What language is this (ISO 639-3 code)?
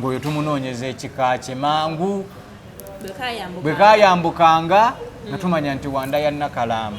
lug